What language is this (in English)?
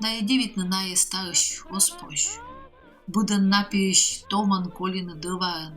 Komi